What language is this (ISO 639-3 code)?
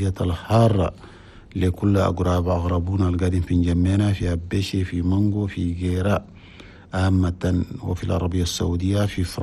shu